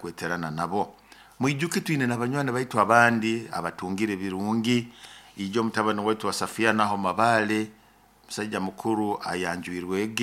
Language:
Nyoro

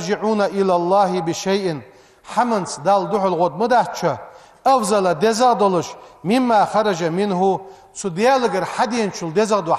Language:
Ingush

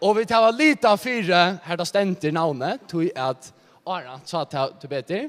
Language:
Faroese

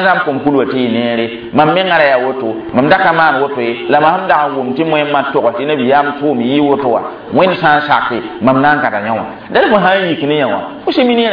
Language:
Mossi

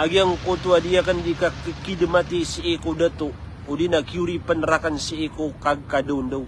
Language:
Maranao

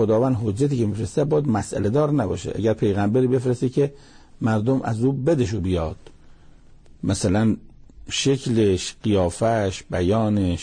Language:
Persian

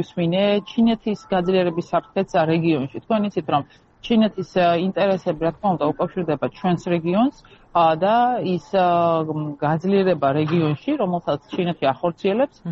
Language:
Georgian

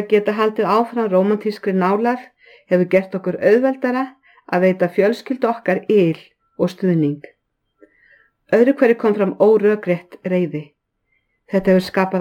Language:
Icelandic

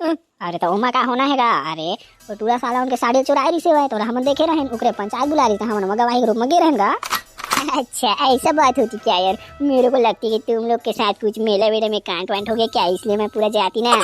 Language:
Chhattisgarhi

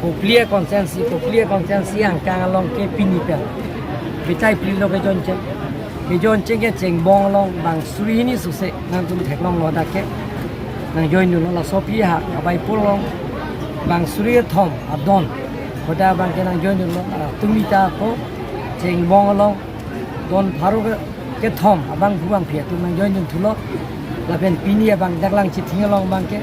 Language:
Karbi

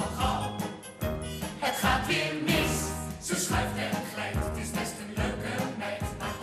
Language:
Dutch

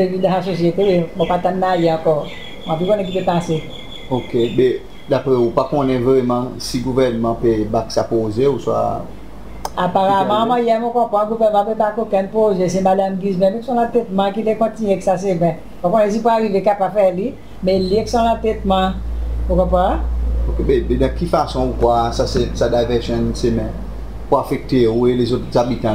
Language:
Seselwa Creole French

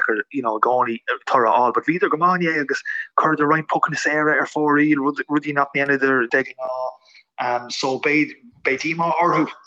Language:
Irish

